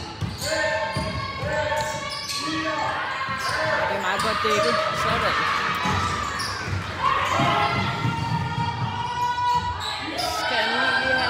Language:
Danish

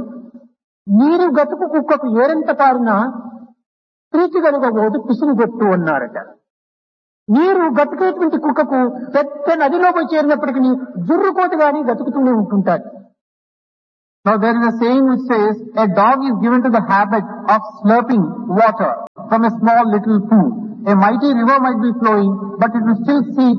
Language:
Telugu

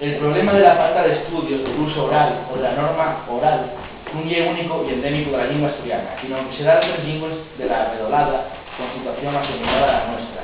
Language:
Asturian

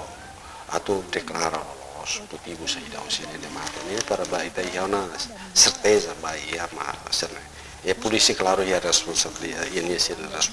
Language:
Tetum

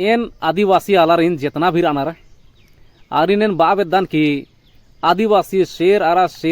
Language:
Kurukh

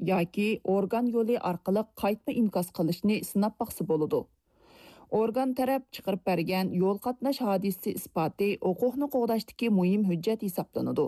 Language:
Uyghur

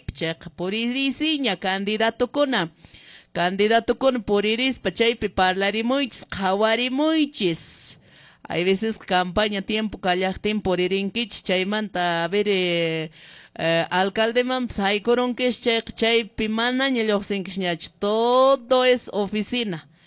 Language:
Quechua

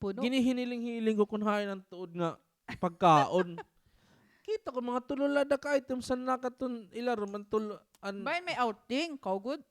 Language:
Waray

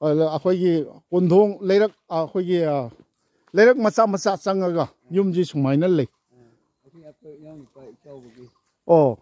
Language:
Manipuri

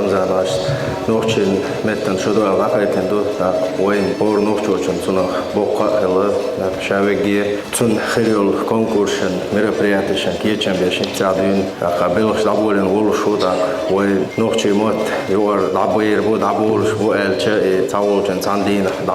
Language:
Chechen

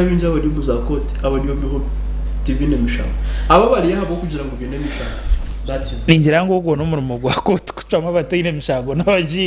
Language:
Nyankole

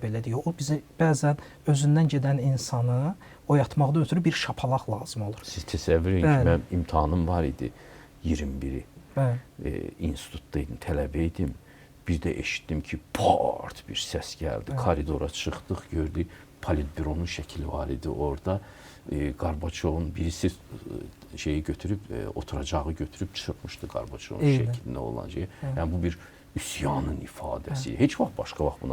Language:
Azerbaijani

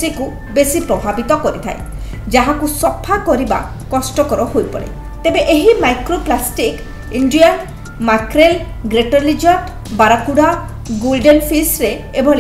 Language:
Odia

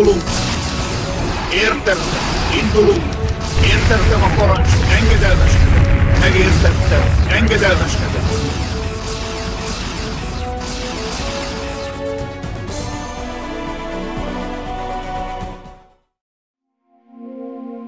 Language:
Hungarian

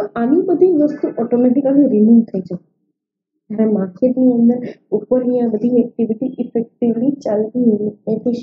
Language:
Gujarati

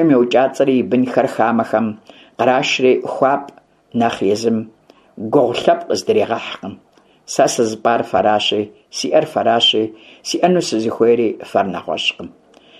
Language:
Kabardian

